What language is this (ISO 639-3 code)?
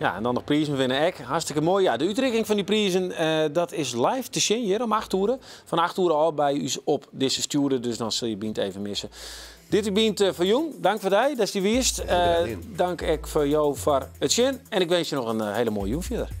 fry